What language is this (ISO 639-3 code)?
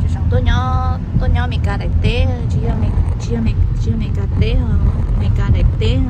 hmn